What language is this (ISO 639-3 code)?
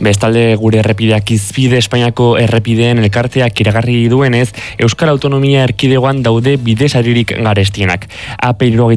eus